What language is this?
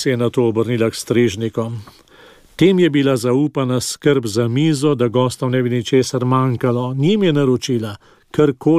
Slovenian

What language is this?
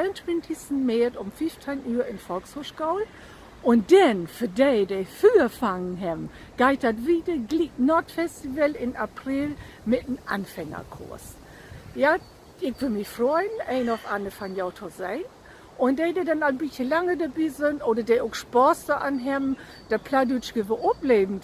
Low German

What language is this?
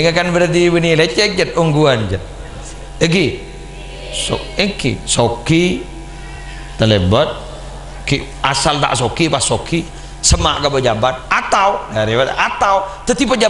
Madurese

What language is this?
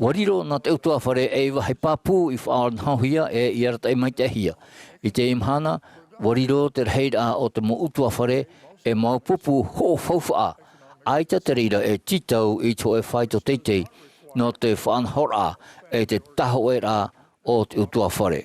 Tahitian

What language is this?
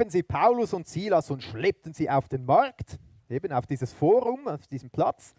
Swiss German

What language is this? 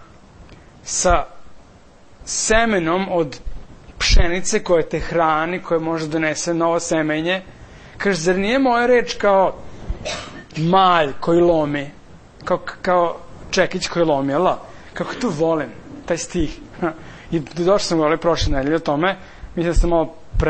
Serbian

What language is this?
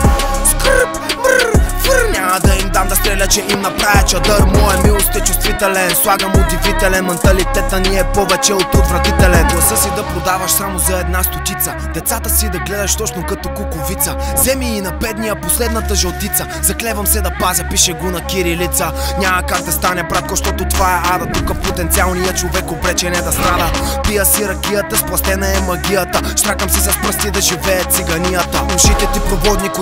Bulgarian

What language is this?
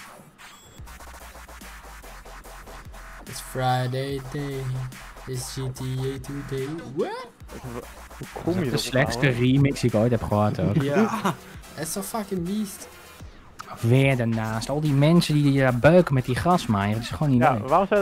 Dutch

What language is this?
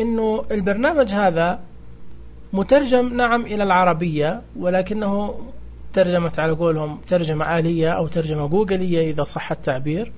Najdi Arabic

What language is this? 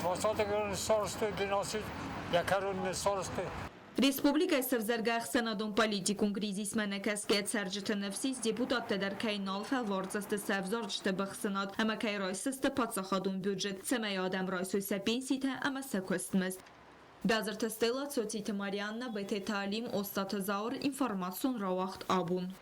Ossetic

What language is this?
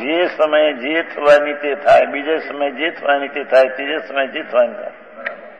Gujarati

